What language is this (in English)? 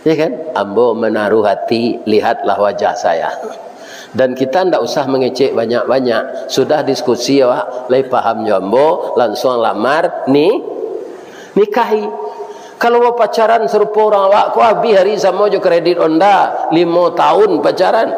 Minangkabau